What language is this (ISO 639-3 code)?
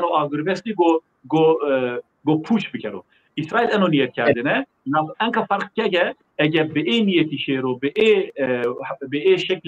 zza